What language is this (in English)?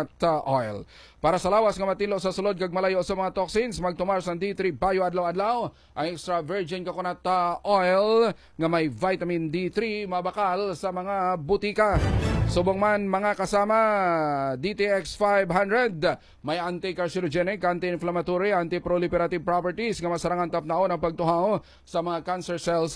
Hiligaynon